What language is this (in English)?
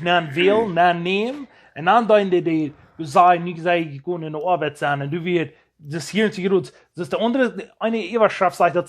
Plautdietsch